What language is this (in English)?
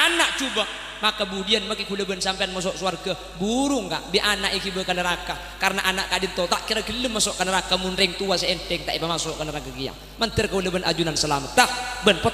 Madurese